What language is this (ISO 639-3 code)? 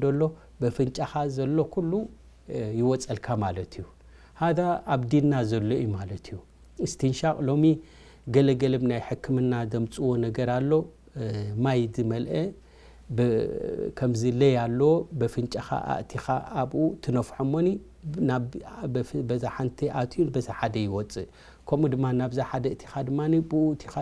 tir